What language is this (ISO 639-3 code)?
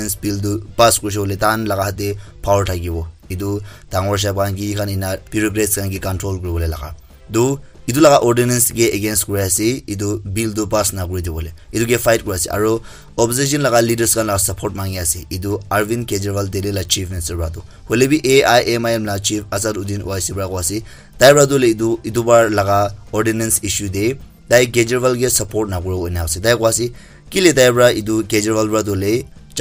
nag